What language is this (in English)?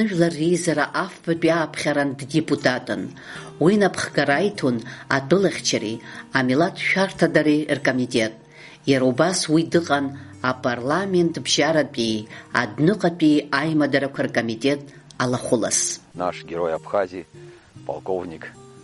Abkhazian